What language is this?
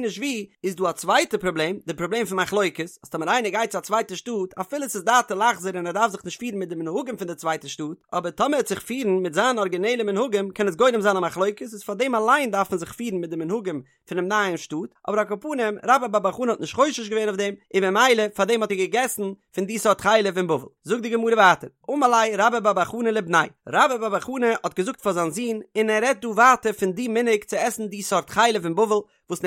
Yiddish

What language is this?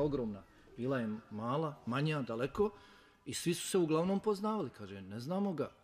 Bosnian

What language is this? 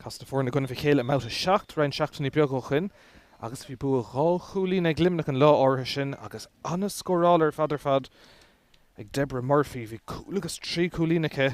Irish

